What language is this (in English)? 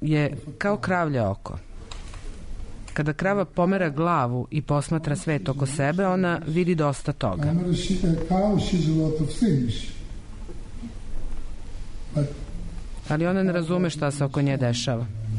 Serbian